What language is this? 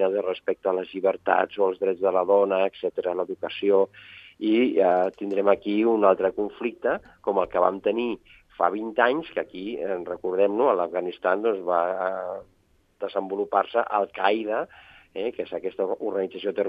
Catalan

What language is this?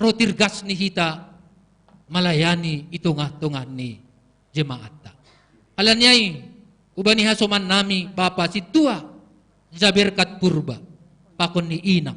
Batak Simalungun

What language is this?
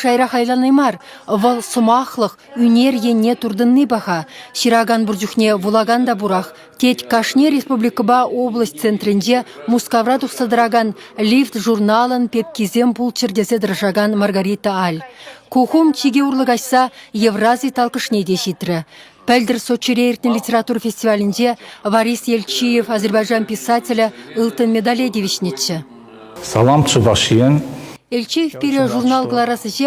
Chuvash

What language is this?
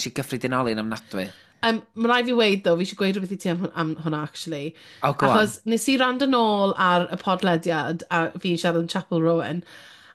Welsh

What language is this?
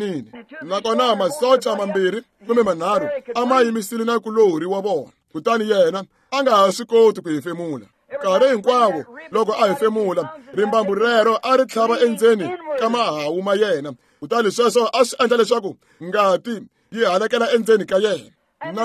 Tsonga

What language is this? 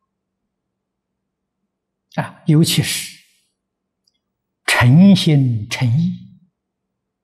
Chinese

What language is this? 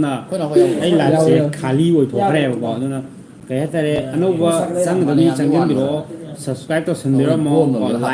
Manipuri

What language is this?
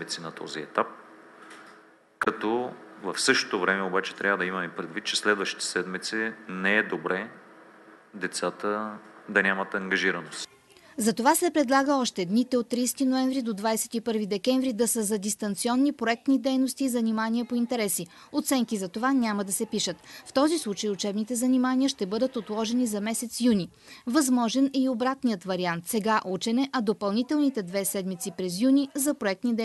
Bulgarian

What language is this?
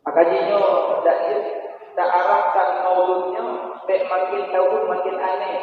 Achinese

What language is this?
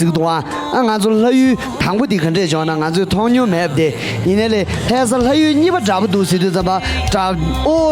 Tibetan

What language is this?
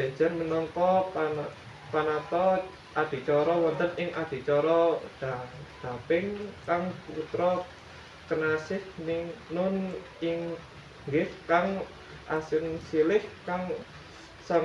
Javanese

